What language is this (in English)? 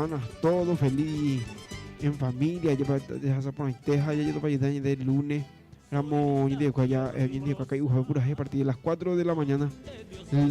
Guarani